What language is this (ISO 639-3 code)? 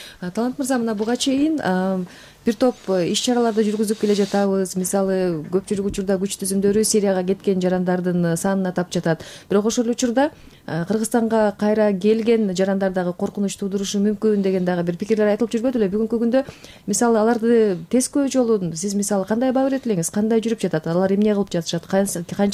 kir